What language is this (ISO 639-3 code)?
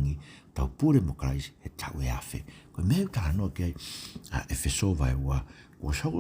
ton